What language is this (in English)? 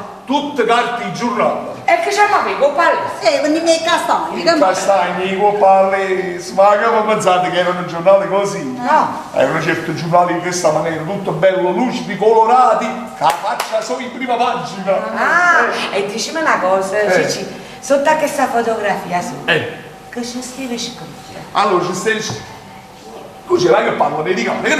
Neapolitan